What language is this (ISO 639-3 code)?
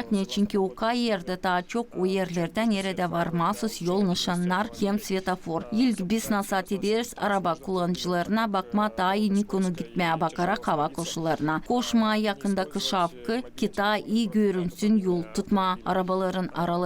gag